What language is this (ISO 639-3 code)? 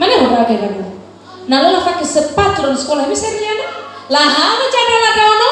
nia